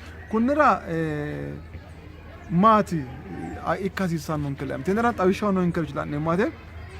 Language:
Sidamo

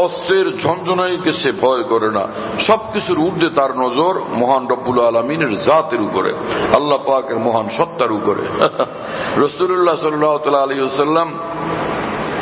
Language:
Bangla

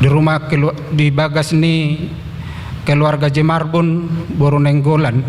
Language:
Batak Toba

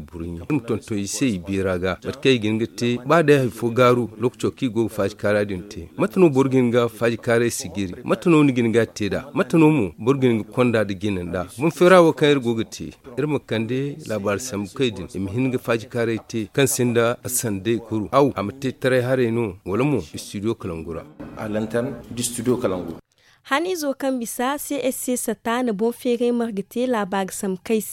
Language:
Zarma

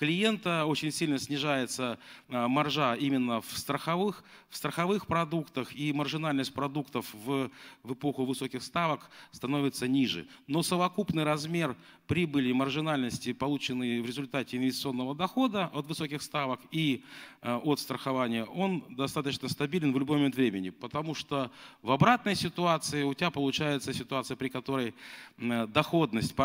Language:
Russian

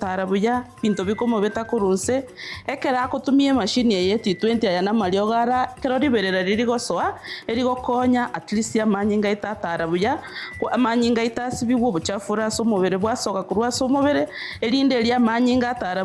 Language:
Gusii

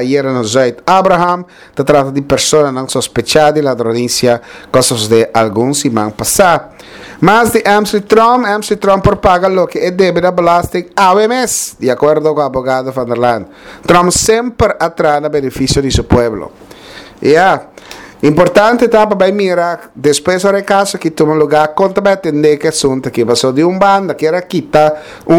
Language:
Papiamento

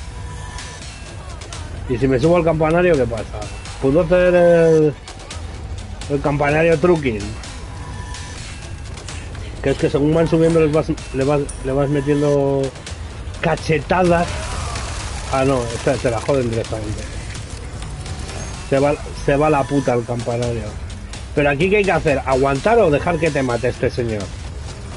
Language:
Spanish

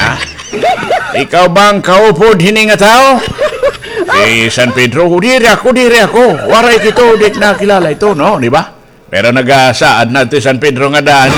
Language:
Waray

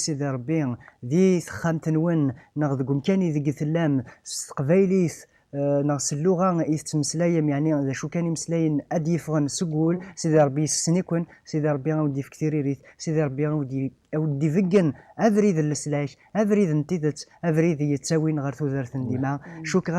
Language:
Kabyle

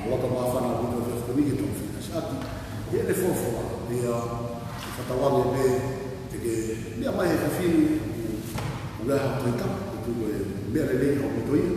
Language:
Tongan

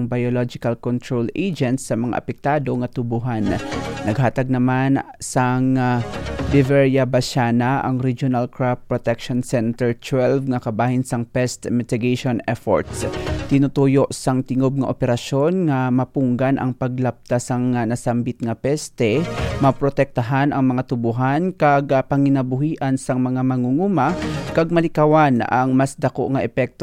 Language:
Hiligaynon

